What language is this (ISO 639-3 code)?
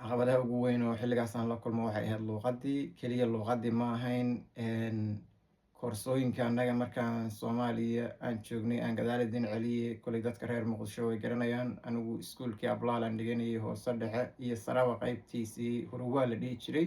som